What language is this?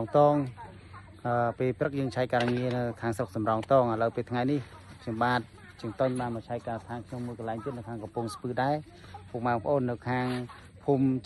Khmer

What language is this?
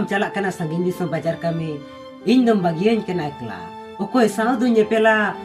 Santali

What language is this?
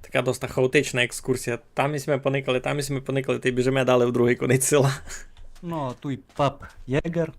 Rusyn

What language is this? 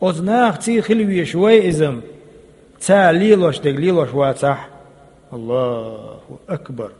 Chechen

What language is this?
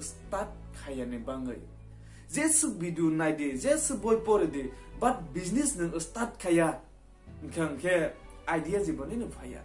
Kok Borok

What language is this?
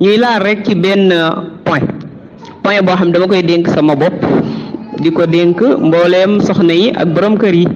Wolof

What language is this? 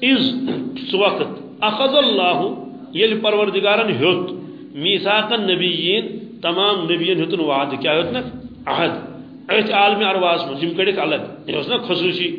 Kashmiri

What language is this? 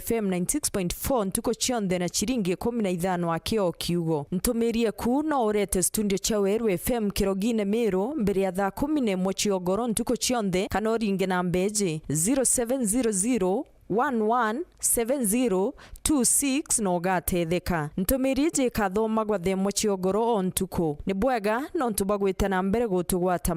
Meru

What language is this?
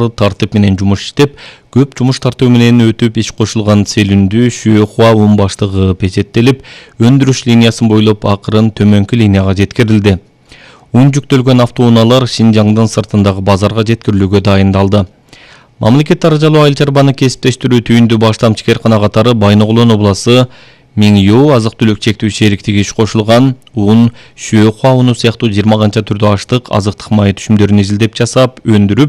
Kyrgyz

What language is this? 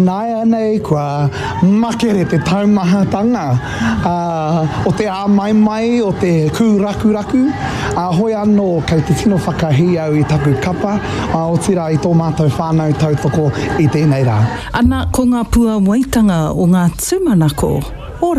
Māori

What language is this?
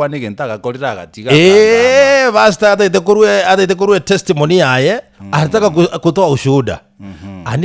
Gusii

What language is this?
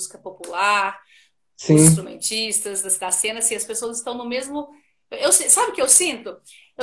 Portuguese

